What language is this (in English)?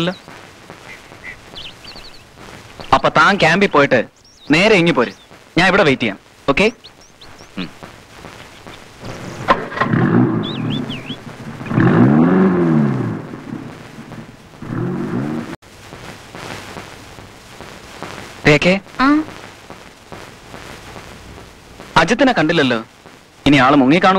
Malayalam